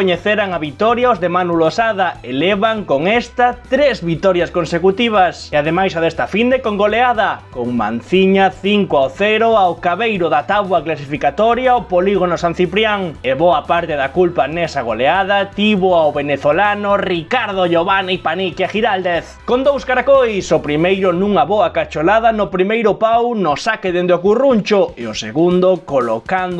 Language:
Galician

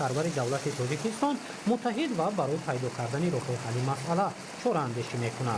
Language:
Tajik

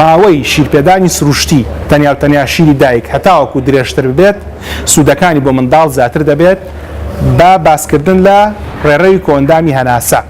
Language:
Central Kurdish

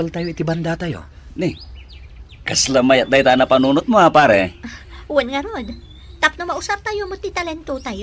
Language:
Iloko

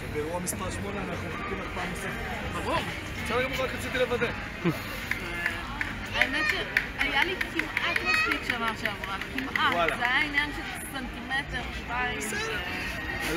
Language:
Hebrew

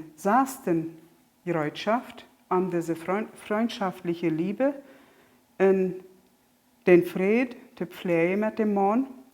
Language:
Plautdietsch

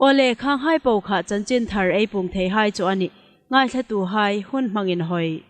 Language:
Hmar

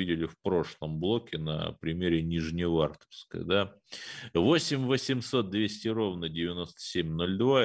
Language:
Russian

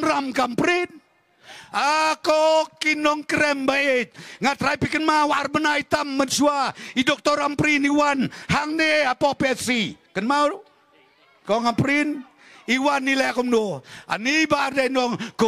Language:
Khasi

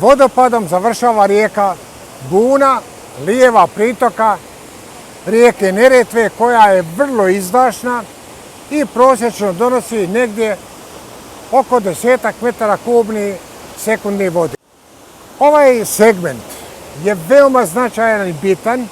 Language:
Bosnian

